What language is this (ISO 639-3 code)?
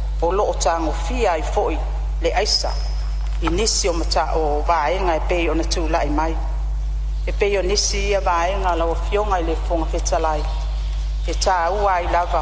smo